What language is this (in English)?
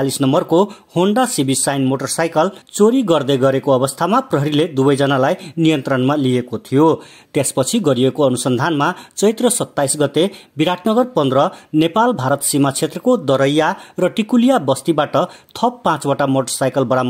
Nepali